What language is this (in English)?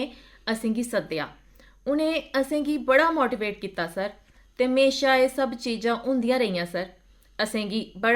Dogri